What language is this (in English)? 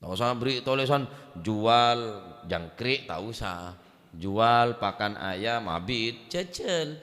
Madurese